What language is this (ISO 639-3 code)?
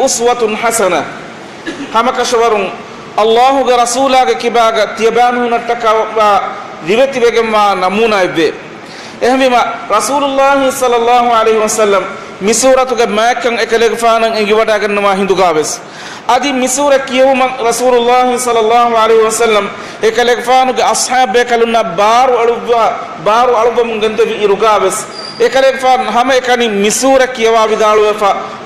div